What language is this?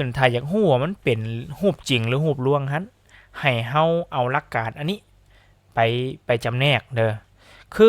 Lao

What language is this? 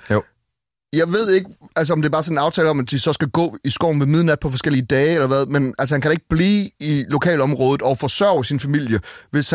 Danish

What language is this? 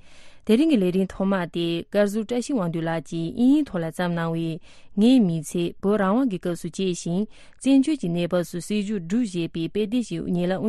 Tibetan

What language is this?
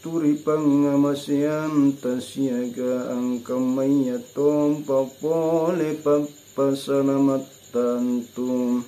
Makasar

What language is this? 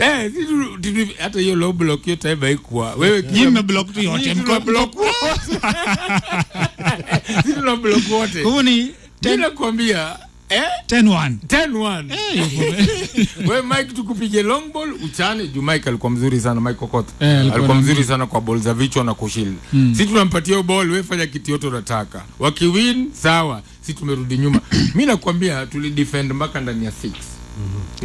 Swahili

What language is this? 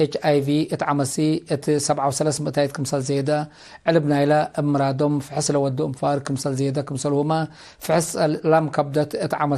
Tigre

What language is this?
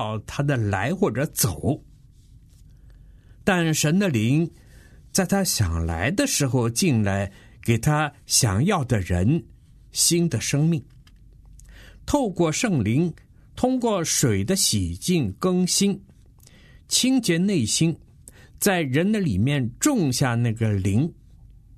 Chinese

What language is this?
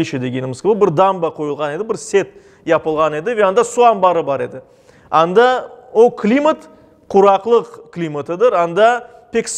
Crimean Tatar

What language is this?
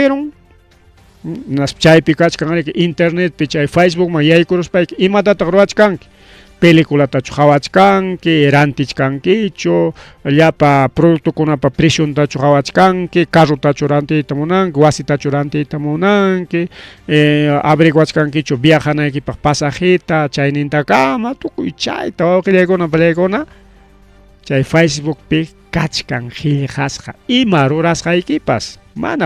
Ayacucho Quechua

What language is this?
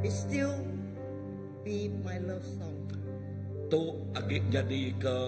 Iban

